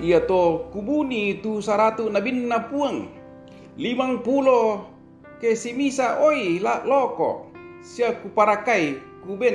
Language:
Toraja-Sa'dan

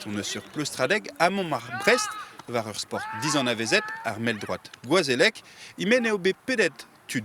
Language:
Breton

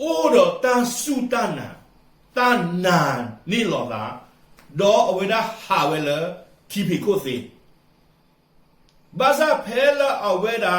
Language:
S'gaw Karen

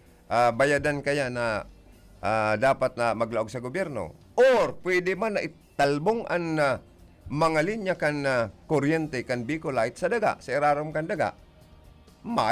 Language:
Bikol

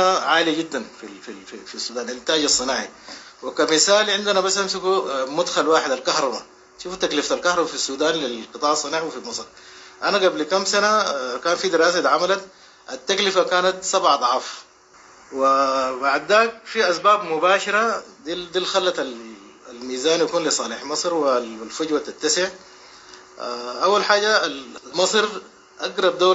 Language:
Sudanese Arabic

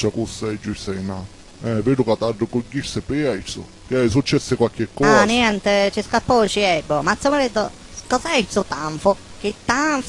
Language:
Sicilian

